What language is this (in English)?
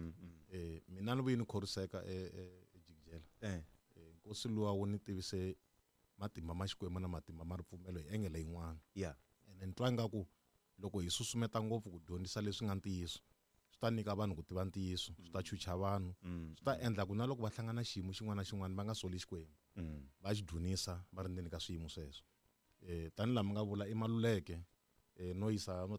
Tsonga